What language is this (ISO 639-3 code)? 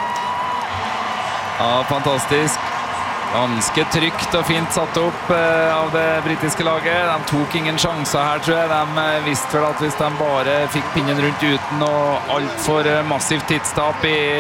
nor